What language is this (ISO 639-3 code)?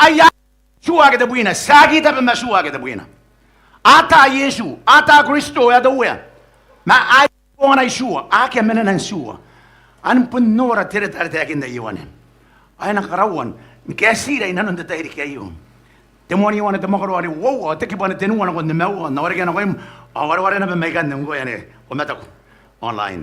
gil